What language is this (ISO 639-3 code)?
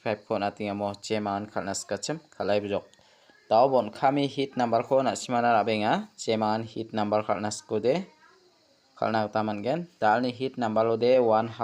grt